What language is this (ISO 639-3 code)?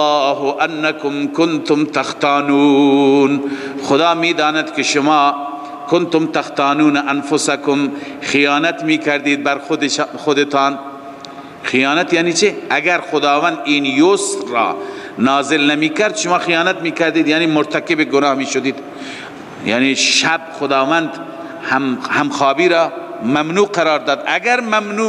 fas